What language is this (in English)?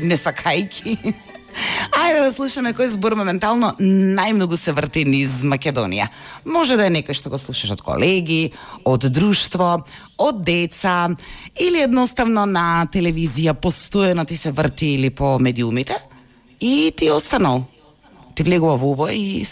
Macedonian